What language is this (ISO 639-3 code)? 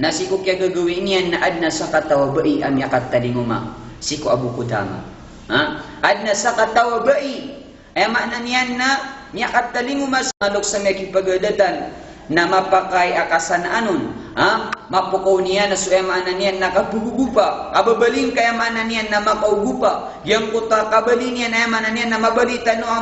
mrw